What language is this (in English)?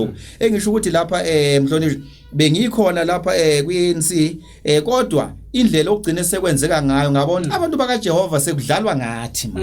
Zulu